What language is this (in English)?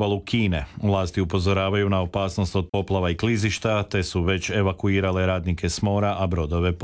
Croatian